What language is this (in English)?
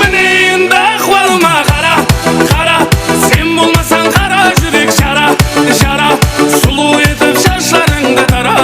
Kara-Kalpak